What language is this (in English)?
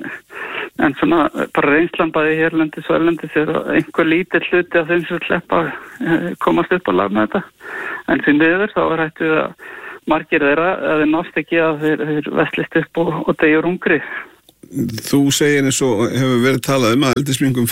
Icelandic